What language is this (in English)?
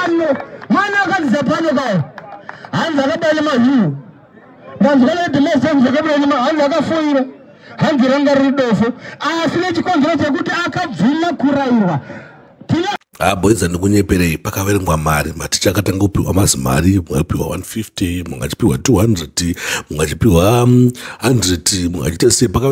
Shona